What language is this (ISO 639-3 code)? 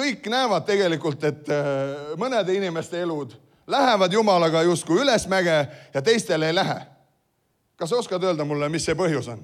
est